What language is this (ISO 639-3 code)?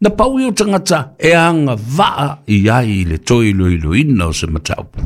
smo